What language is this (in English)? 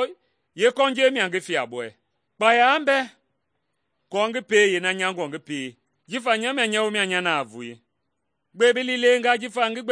Mende